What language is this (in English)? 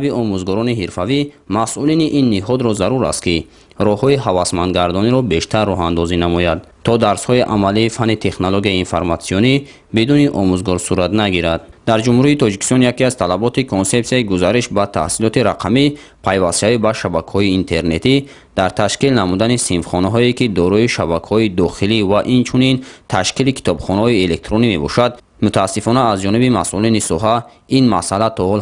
Tajik